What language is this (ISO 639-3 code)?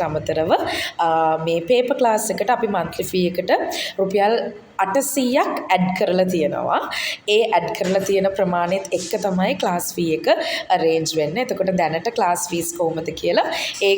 sin